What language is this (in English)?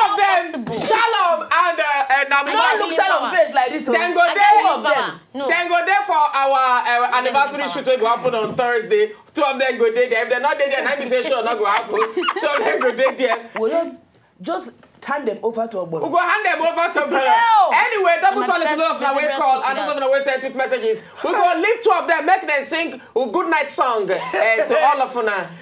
Nigerian Pidgin